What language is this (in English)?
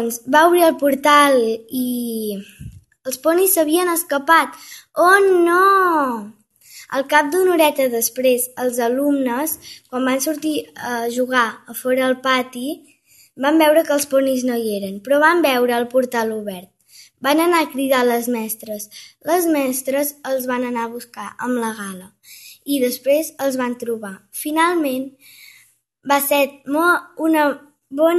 Catalan